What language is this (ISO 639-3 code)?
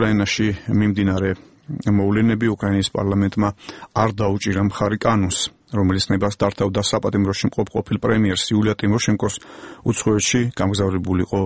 kat